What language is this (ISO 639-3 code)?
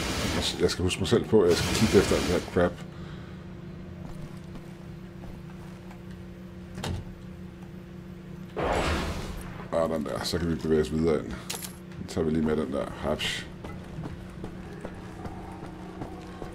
dan